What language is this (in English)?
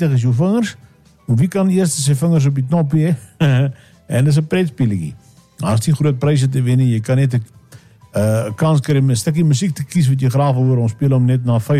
Afrikaans